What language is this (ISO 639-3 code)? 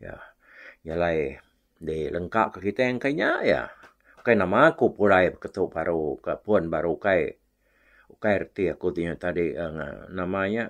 iba